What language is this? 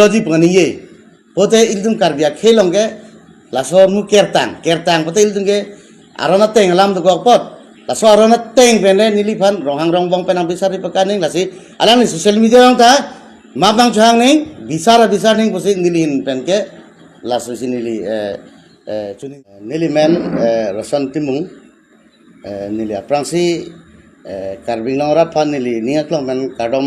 Karbi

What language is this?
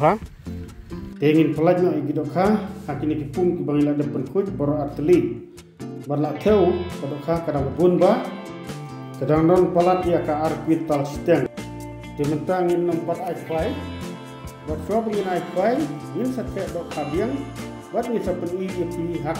Khasi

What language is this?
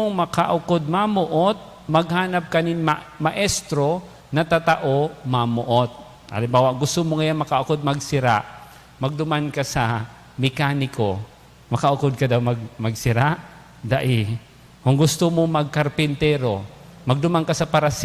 Bikol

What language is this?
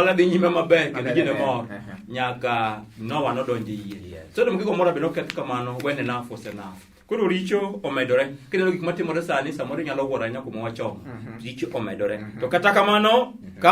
Luo (Kenya and Tanzania)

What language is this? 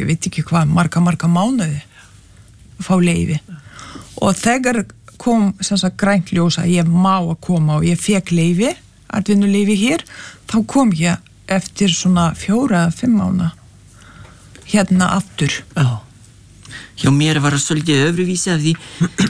Icelandic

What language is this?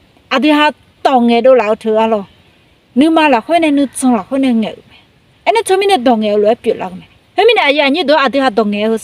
Akha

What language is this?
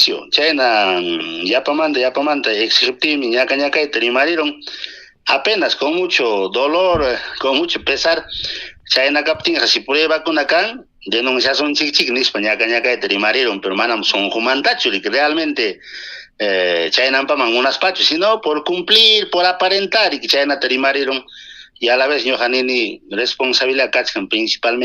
Ayacucho Quechua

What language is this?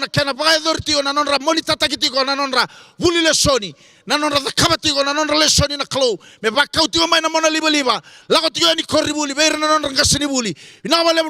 Fijian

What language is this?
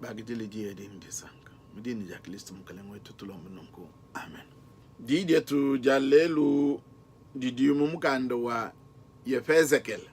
Luba-Lulua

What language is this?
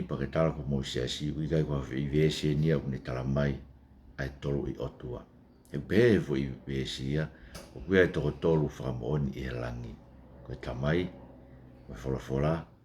Tongan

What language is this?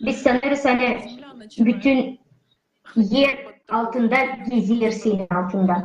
Gagauz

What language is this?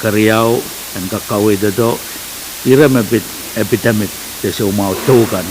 Pohnpeian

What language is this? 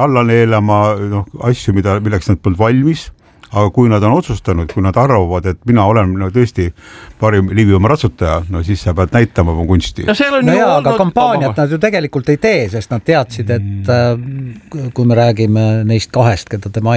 Estonian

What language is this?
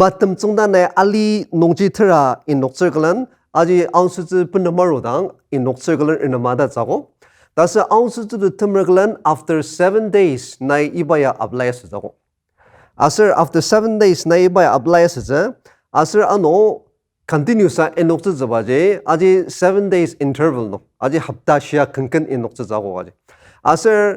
Ao Naga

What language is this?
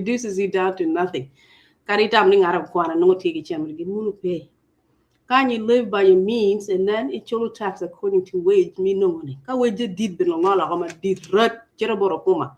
Acoli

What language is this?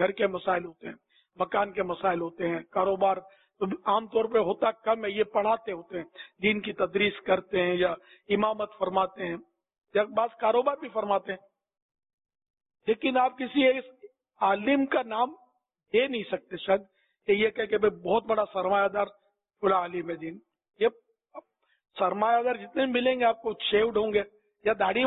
Urdu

